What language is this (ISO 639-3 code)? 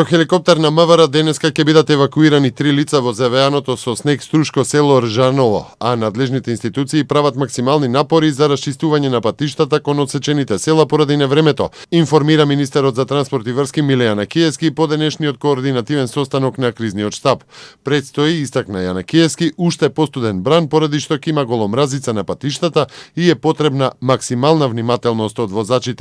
mkd